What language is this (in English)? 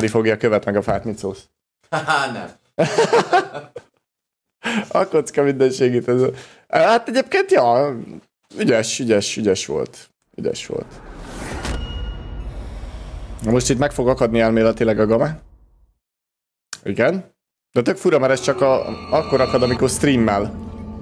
Hungarian